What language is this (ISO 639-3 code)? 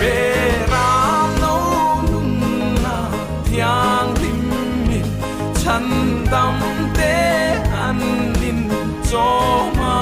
lus